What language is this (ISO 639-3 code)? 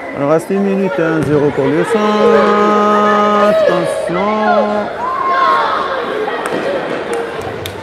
fra